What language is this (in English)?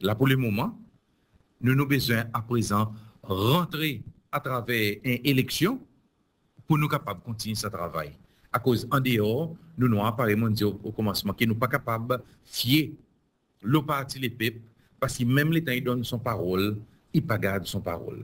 Seselwa Creole French